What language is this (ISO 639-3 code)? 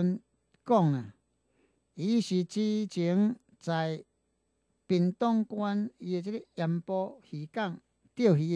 nan